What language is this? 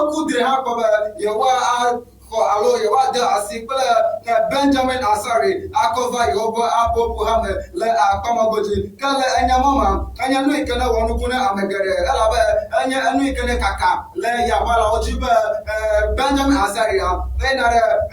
Ewe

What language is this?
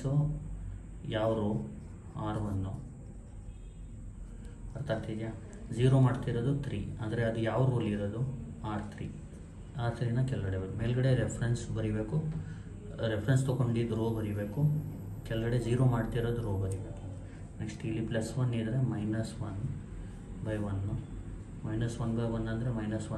Kannada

